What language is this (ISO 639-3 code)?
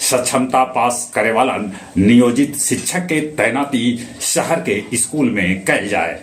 mag